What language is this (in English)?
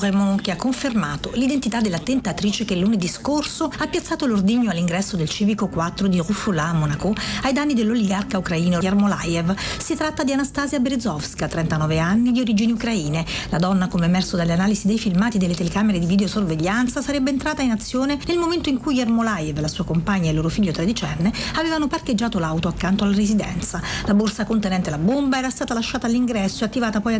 Italian